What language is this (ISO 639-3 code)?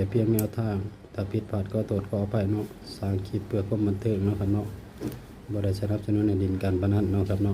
tts